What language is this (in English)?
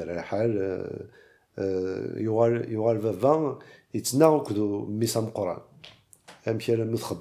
Kabyle